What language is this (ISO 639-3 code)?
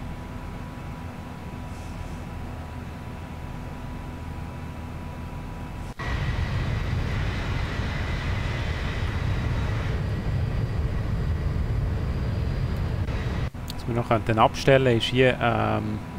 deu